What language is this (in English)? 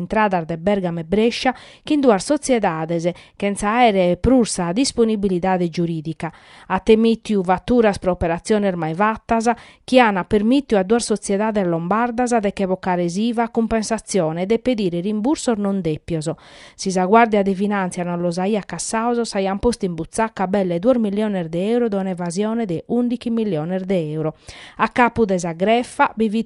Sardinian